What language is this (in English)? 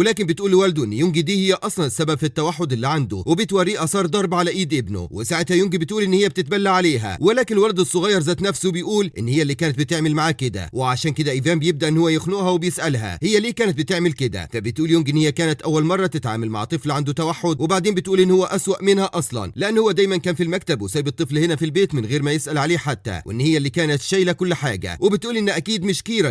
Egyptian Arabic